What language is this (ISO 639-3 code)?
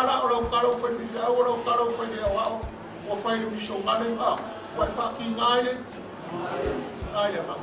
smo